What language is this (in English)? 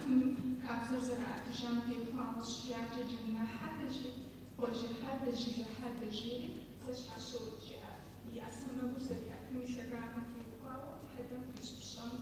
Kabardian